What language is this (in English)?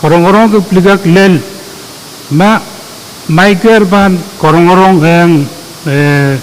Pohnpeian